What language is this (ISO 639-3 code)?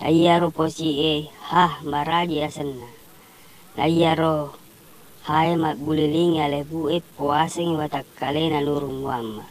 bug